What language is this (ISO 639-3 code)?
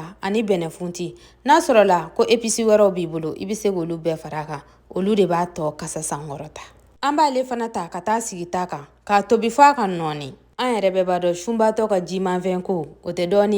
bam